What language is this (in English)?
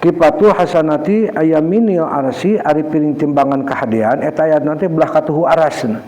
Sundanese